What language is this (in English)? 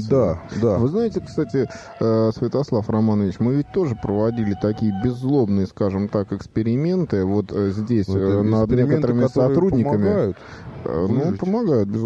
Russian